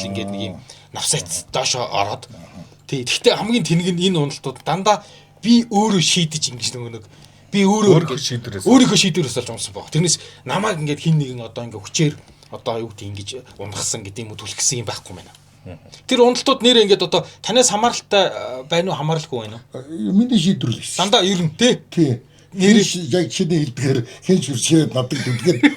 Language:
Mongolian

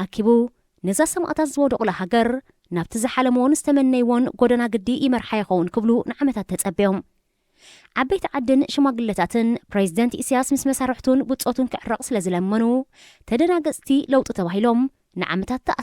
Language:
Tigrinya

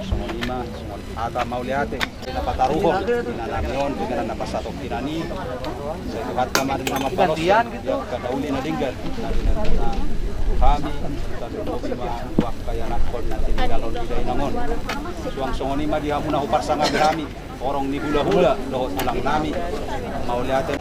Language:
Batak Toba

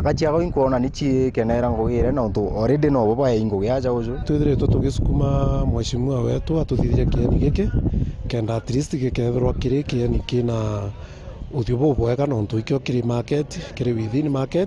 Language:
Meru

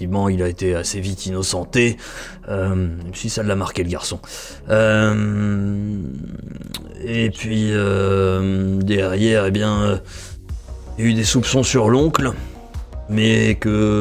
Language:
French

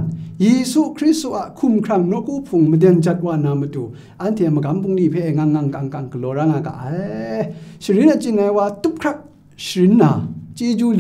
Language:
Kachin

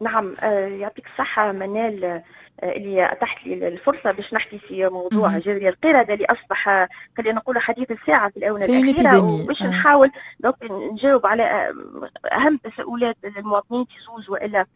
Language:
Tunisian Arabic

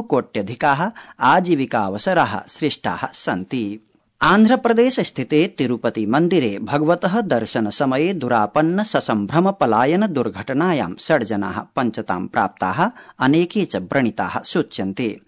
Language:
Sanskrit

